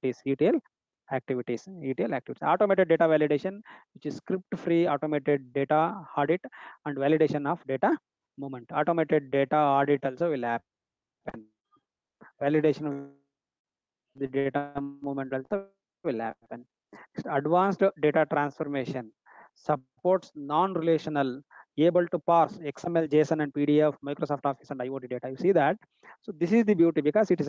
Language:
English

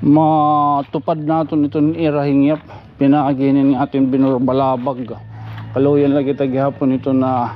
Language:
Waray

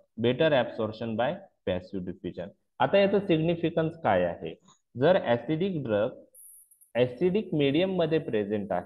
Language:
Marathi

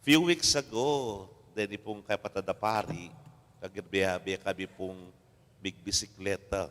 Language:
Pampanga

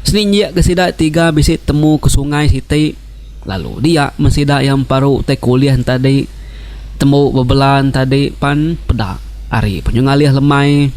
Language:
Iban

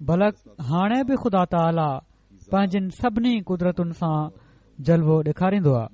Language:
Sindhi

